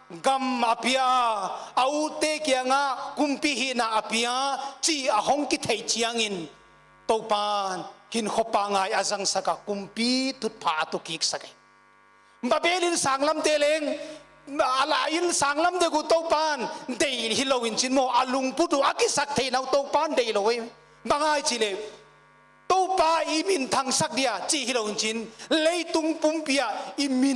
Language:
Paite Chin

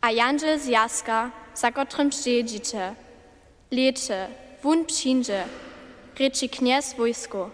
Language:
Upper Sorbian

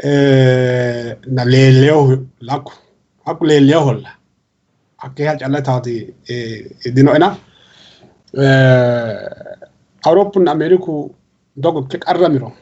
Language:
Sidamo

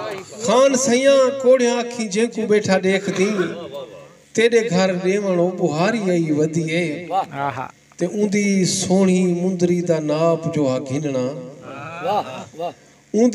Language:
Saraiki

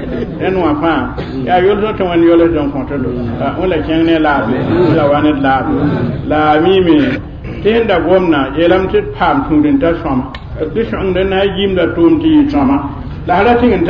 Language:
Mossi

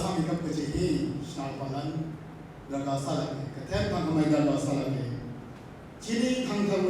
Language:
Tangkhul Naga (India)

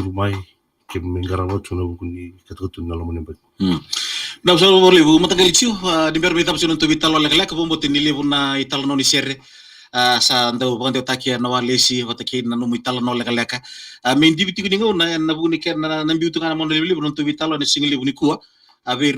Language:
Fijian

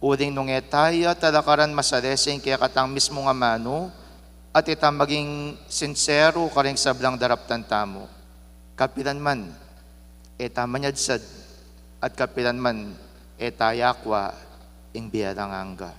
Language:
Pampanga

